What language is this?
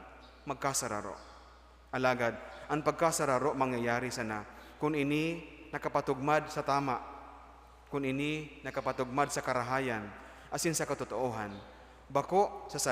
Bikol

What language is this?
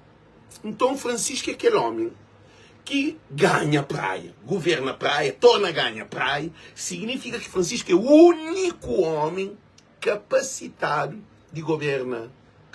Kabuverdianu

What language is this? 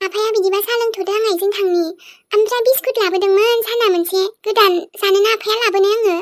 Bodo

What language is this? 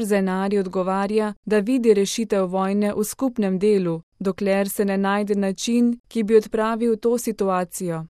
Slovenian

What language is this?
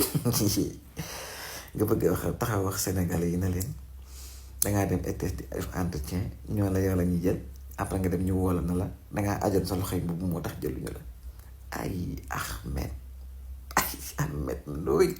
Wolof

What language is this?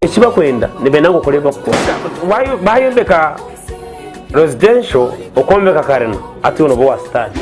Nyankole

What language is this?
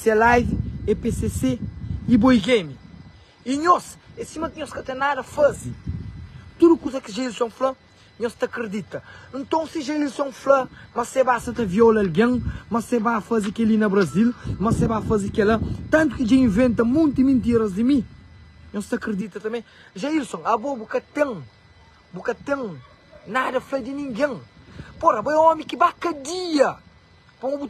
Kabuverdianu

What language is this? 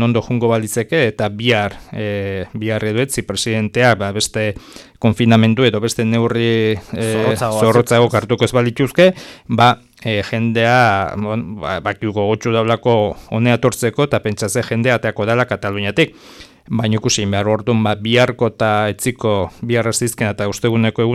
Basque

